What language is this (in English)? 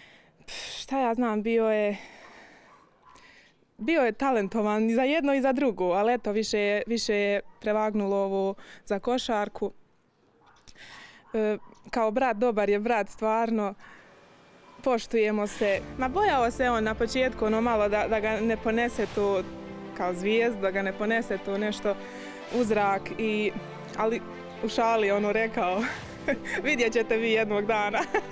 Bosnian